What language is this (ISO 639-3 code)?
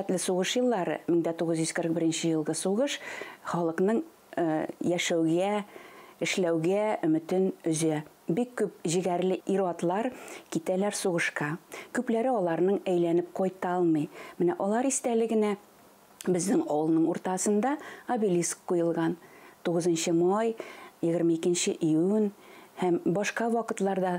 bak